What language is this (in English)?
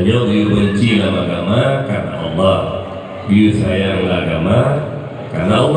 Achinese